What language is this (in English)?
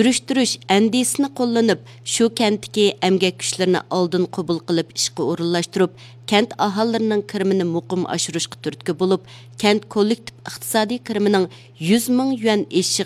Uyghur